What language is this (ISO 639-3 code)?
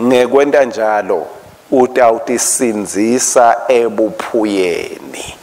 ssw